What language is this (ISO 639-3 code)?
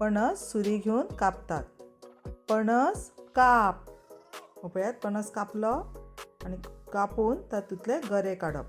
kok